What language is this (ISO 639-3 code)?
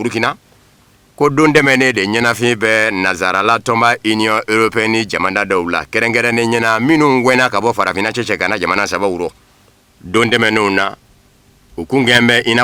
bam